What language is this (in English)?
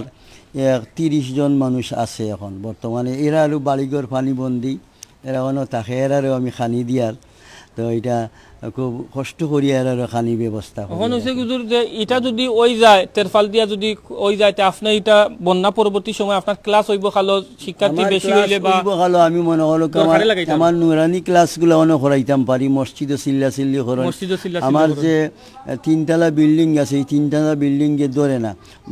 Sylheti